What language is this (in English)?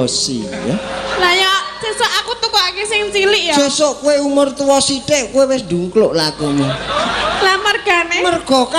Javanese